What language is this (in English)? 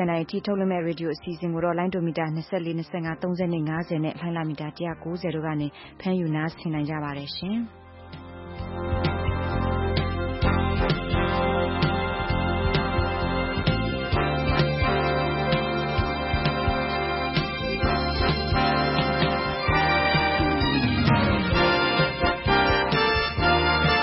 Burmese